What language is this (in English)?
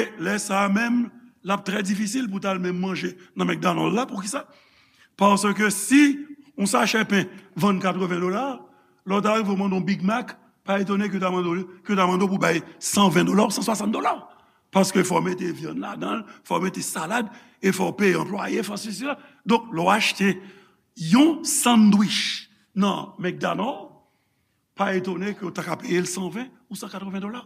Haitian Creole